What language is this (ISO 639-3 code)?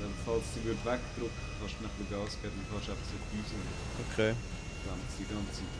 gsw